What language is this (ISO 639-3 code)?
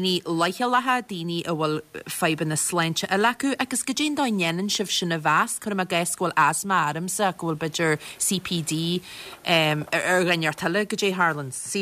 gle